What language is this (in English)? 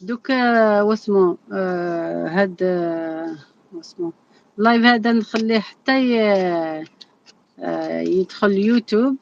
Algerian Arabic